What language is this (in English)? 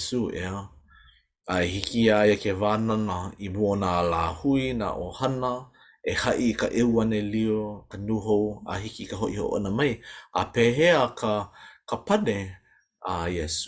Hawaiian